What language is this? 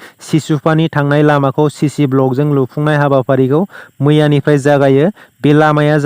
Bodo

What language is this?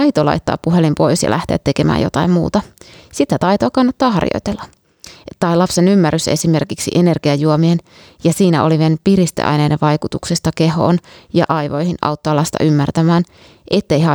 Finnish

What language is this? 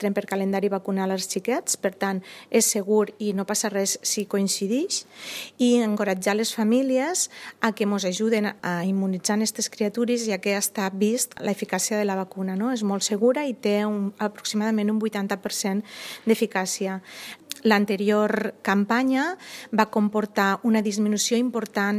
Catalan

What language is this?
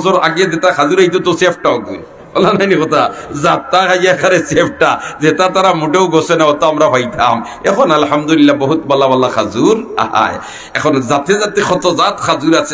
Sylheti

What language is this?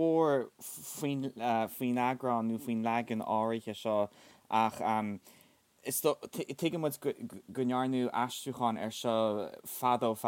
Irish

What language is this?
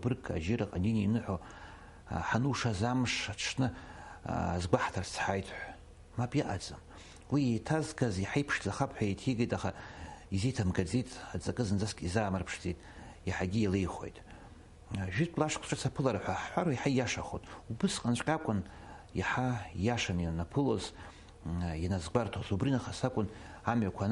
Abkhazian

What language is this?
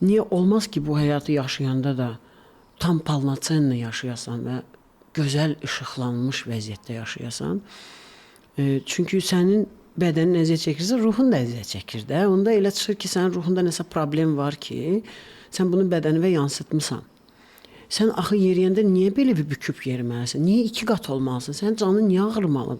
Azerbaijani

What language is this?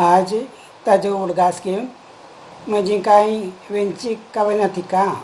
Konkani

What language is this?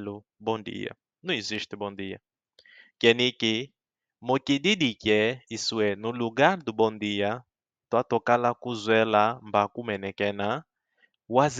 Kimbundu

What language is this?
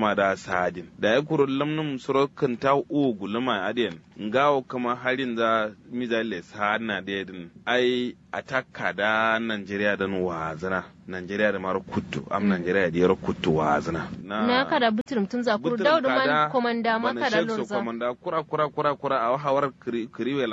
Kanuri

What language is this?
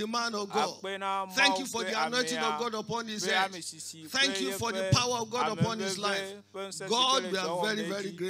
Ewe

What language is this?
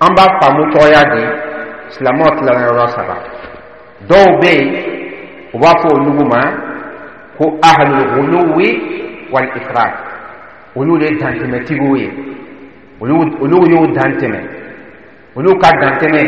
Dyula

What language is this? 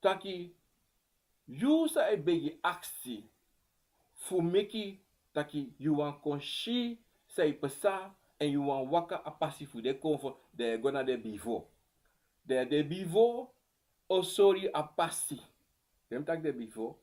Sranan Tongo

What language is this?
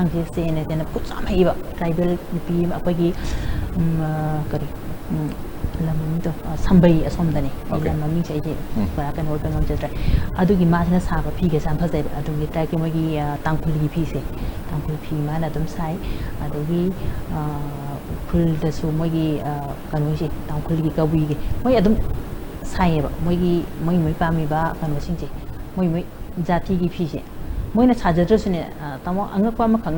Manipuri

